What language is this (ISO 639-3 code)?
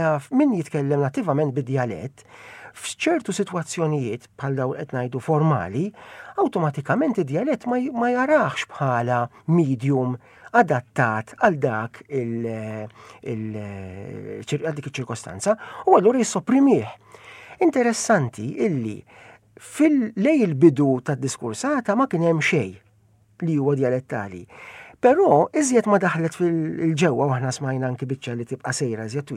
mlt